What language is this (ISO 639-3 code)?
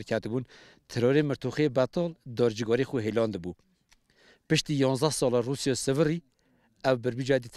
kur